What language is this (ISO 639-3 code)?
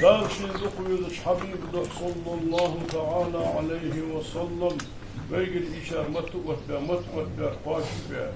inh